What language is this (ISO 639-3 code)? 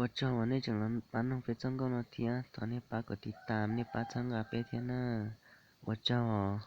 hmn